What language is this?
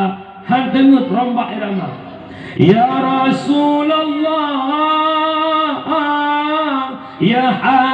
Achinese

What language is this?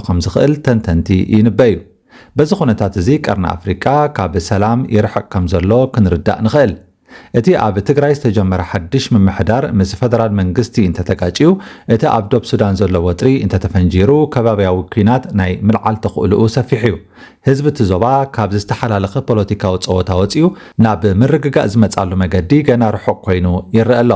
Tigrinya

